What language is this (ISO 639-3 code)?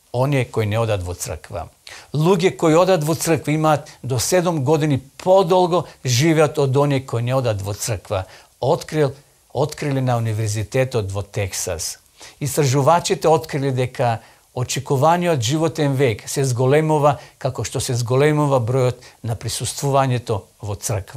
mkd